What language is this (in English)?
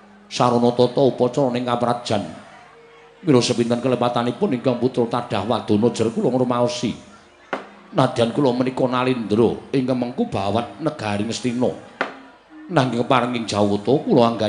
Javanese